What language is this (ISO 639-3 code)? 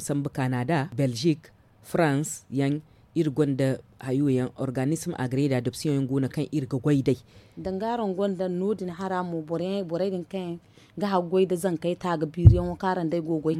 dje